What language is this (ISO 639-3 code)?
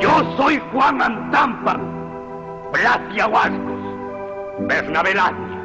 qug